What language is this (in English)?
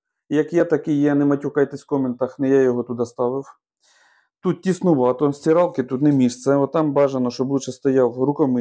Ukrainian